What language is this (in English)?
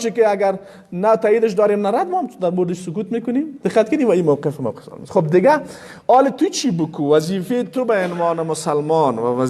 Persian